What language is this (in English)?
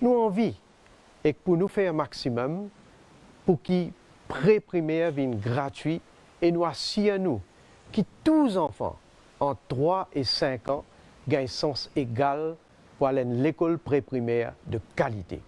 Morisyen